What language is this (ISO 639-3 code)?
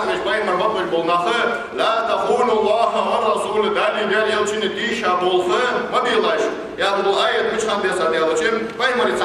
inh